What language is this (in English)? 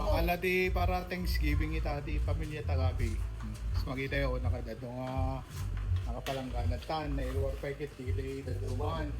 Iloko